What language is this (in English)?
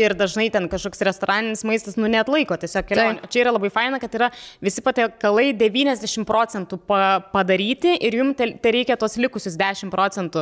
Lithuanian